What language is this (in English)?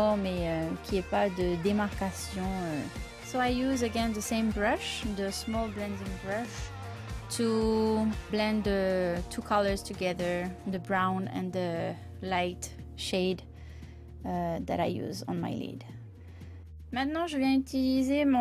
French